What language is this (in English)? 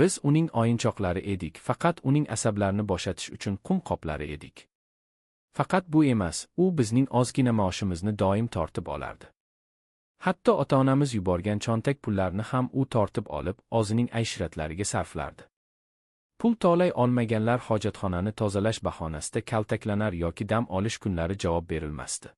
Uzbek